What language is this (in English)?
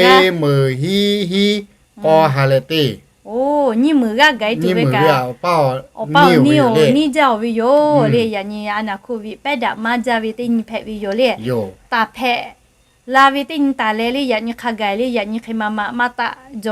Lahu